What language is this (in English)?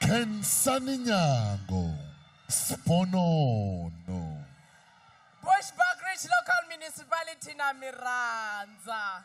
Tsonga